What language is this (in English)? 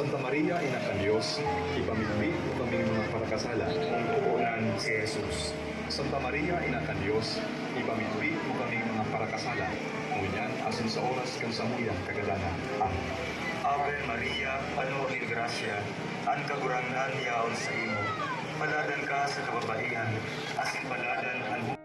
Bikol